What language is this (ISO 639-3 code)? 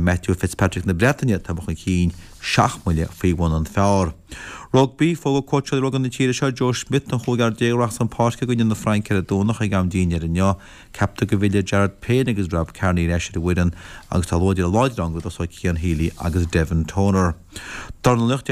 gle